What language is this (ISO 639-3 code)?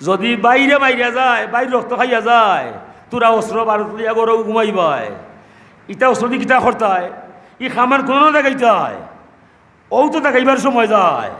syl